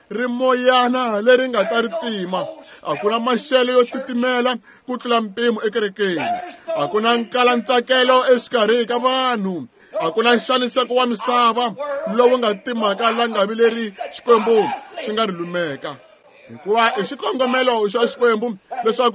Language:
Tsonga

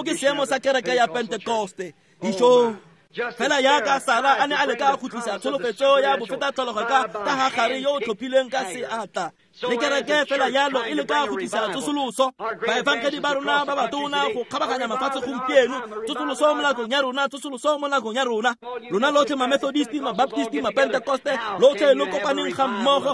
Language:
Tswana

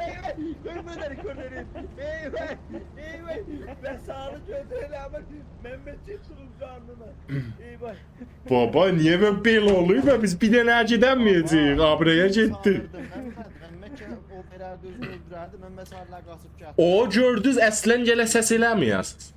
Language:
South Azerbaijani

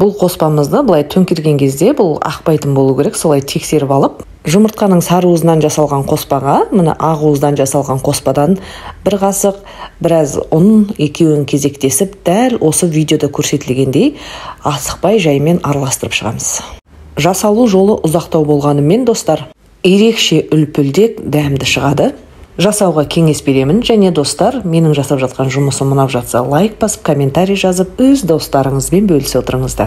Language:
Kazakh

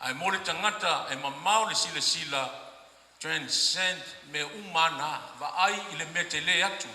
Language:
Samoan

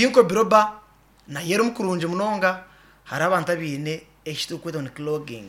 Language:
Nyankole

